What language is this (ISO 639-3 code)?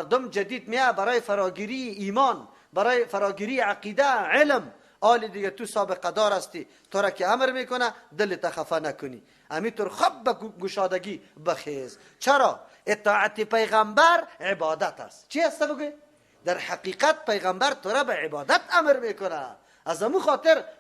fas